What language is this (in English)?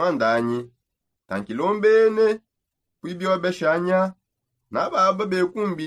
Songe